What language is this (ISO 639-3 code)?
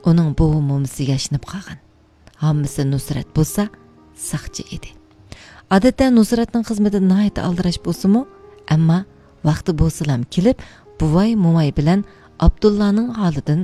uig